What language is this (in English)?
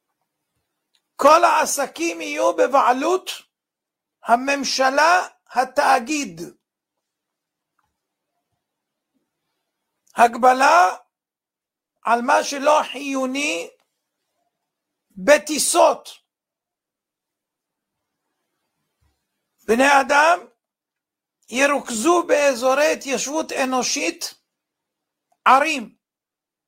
Hebrew